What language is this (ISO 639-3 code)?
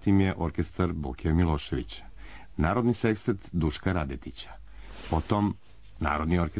srp